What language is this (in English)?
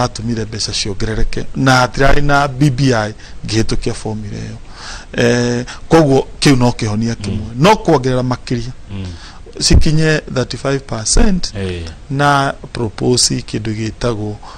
Kikuyu